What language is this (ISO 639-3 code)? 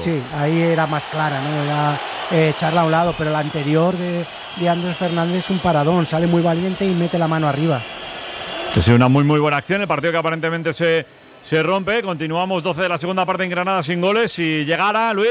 spa